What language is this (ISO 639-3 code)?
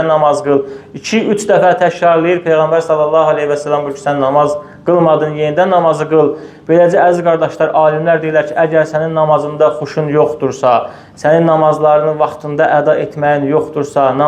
aze